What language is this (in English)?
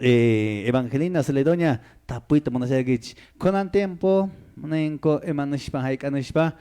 Quechua